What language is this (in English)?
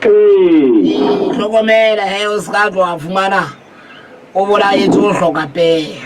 Southern Sotho